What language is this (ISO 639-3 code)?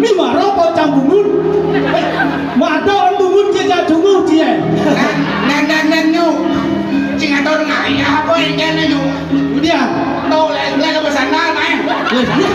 ban